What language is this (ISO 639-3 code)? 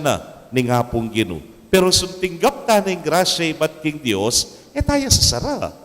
pam